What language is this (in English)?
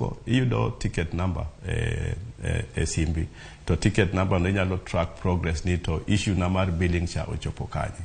Luo (Kenya and Tanzania)